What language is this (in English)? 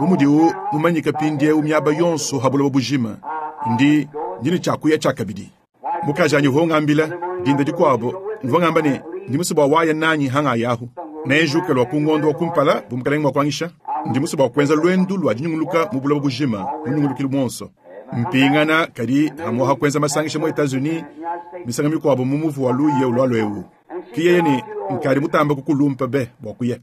Luba-Lulua